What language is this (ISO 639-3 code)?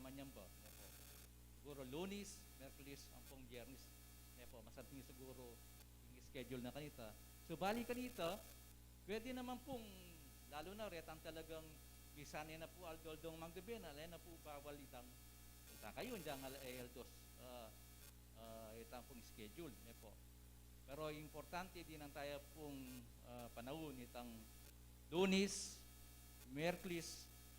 pam